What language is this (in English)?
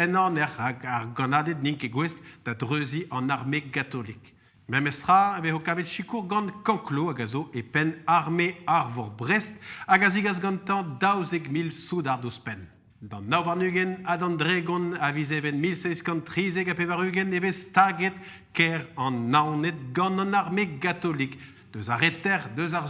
Breton